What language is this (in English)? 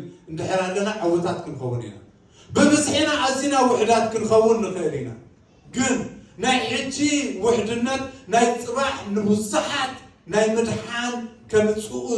Tigrinya